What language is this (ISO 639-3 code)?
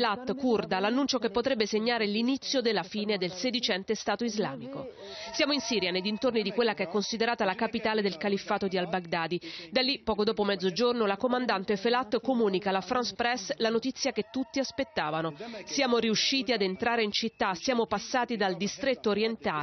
ita